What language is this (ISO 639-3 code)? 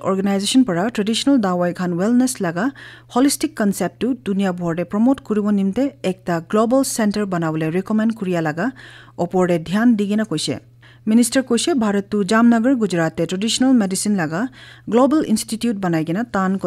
nag